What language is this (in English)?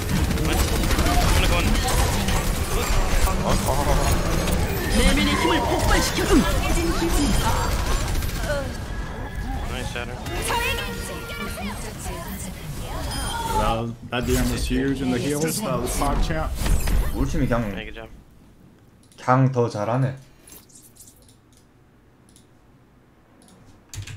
Korean